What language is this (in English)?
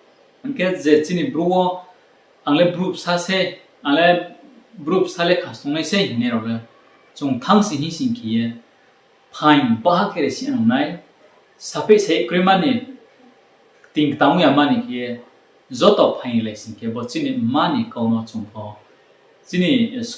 Riang (India)